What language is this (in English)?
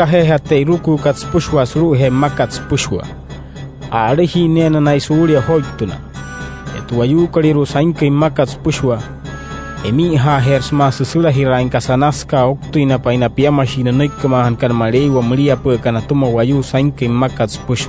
Wayuu